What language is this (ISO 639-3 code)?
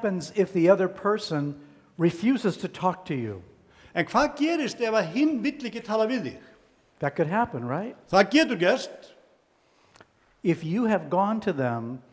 isl